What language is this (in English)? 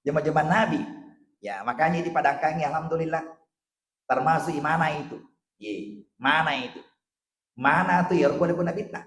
Buginese